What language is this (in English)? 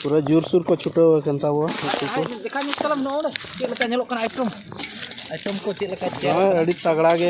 Santali